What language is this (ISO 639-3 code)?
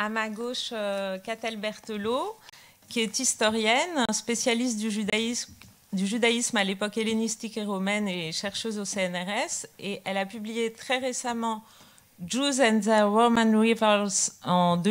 fra